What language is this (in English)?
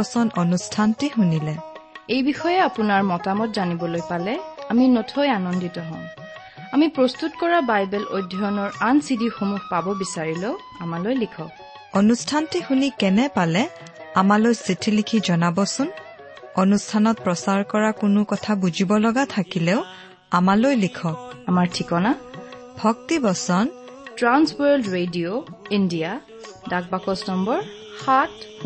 Assamese